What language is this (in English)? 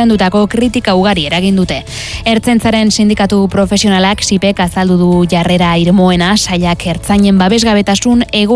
Basque